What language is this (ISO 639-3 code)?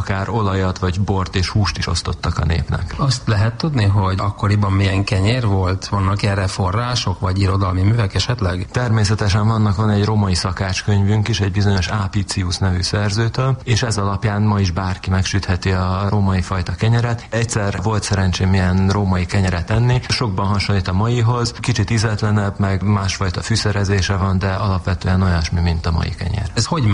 hun